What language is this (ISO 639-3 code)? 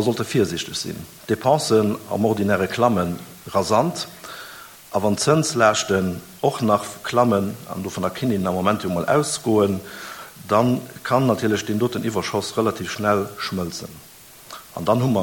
ltz